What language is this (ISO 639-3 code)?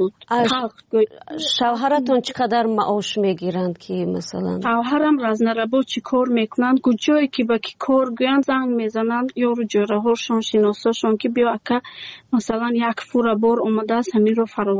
tgk